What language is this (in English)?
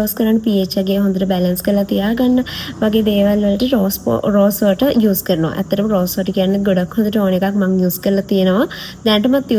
Sinhala